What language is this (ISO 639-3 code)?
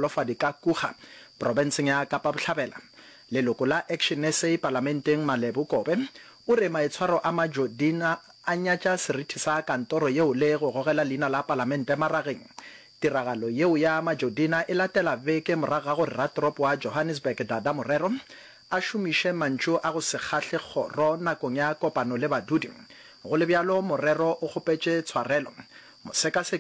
nso